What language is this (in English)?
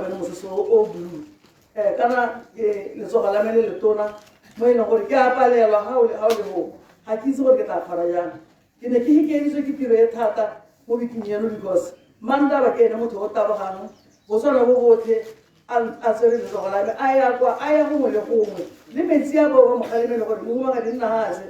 Tswana